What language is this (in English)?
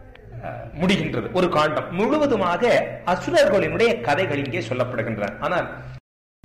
Tamil